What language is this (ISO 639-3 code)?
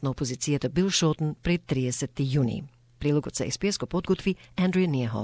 mkd